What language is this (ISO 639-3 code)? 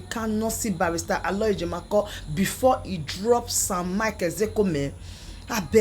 pcm